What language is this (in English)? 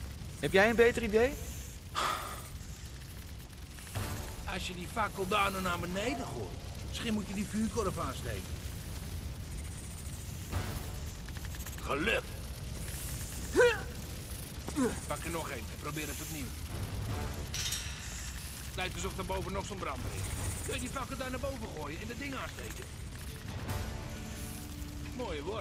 Dutch